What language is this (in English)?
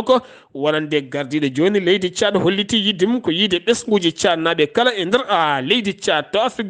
Fula